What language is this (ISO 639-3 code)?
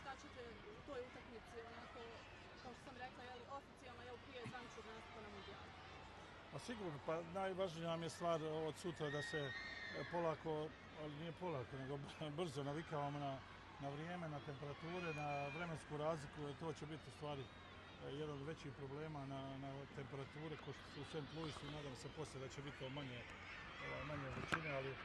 bos